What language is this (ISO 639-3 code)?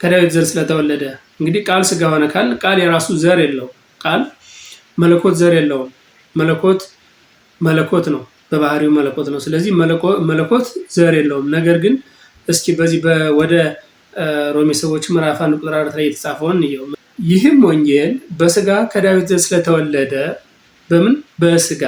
amh